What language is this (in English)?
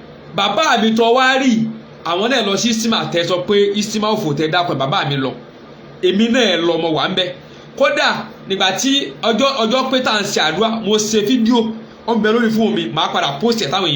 Yoruba